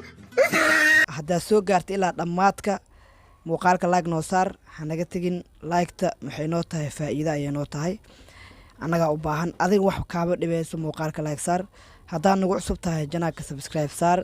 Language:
Somali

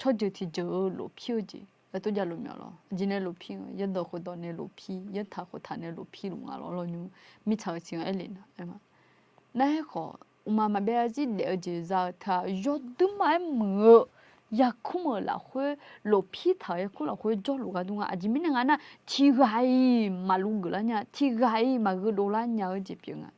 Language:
Akha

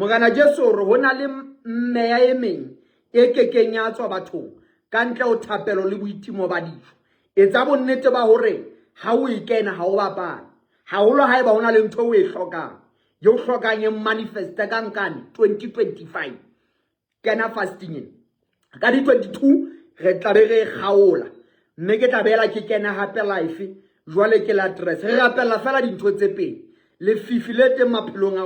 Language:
Southern Sotho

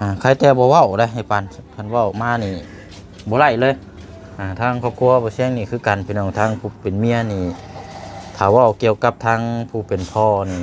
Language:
Lao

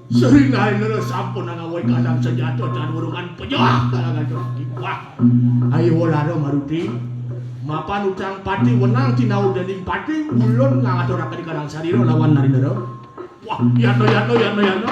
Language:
Balinese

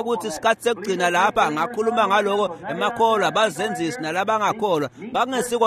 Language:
Swati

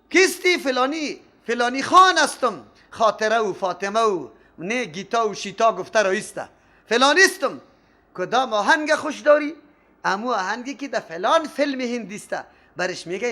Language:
Persian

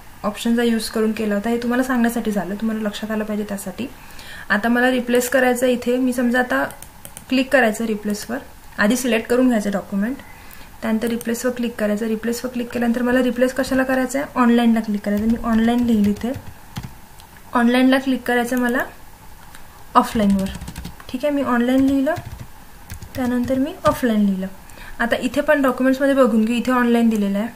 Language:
Marathi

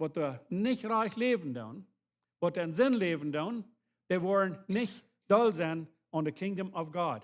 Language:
Plautdietsch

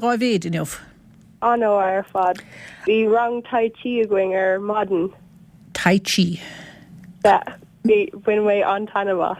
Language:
Irish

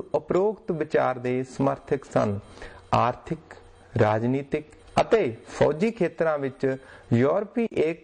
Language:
Punjabi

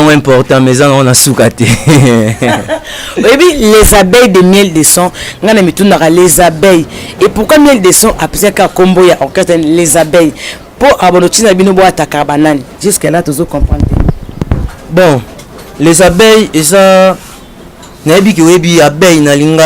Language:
Lingala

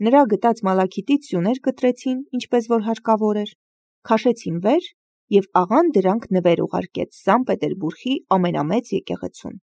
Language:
Armenian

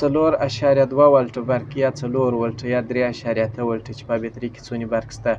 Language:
Pashto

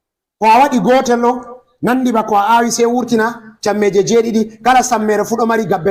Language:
Fula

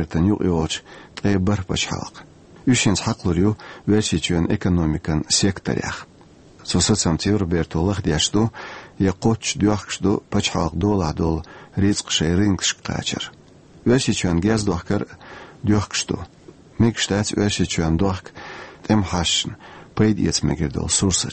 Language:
Chechen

